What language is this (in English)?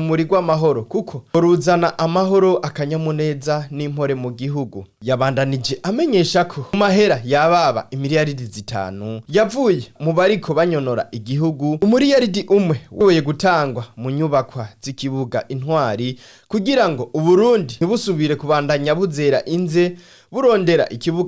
Rundi